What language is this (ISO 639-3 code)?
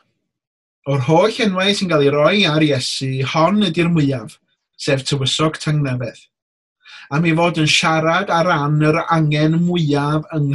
cym